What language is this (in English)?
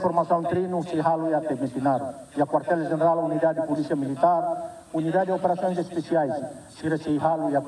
Tetum